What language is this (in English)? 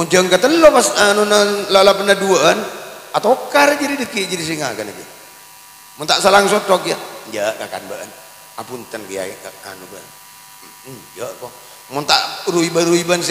Madurese